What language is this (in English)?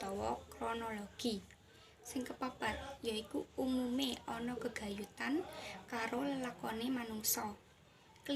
Javanese